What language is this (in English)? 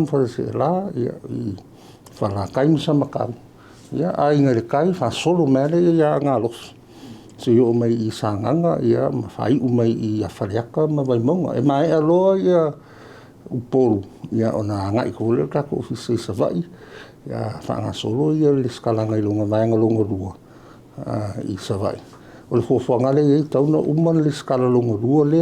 Samoan